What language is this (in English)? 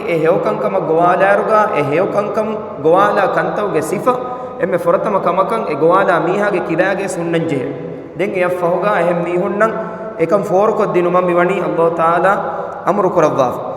Divehi